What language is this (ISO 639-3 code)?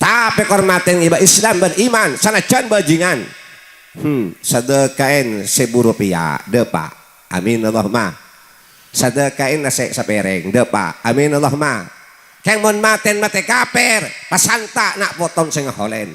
mad